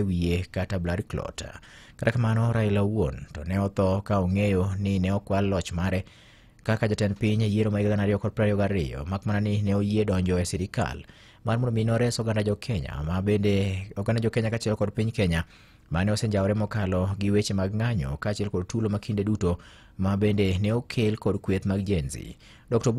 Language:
Luo (Kenya and Tanzania)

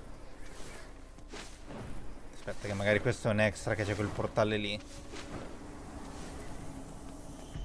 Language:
Italian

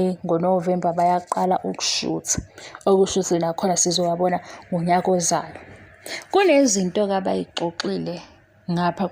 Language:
Zulu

